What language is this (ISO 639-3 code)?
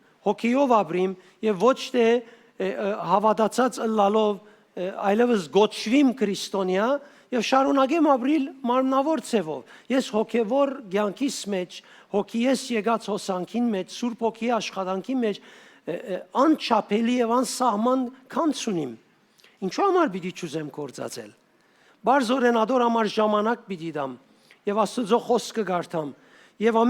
hyw